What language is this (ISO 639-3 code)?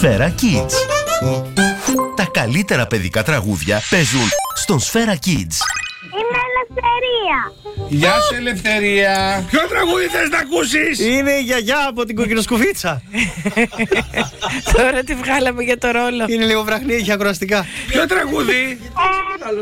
ell